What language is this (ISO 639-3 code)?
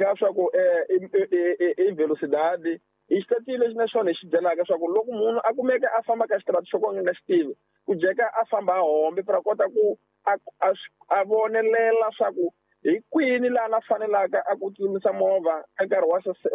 tso